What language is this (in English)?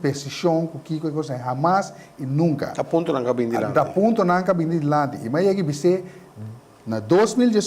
Papiamento